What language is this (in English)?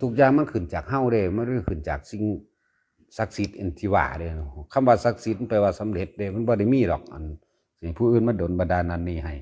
Northeastern Thai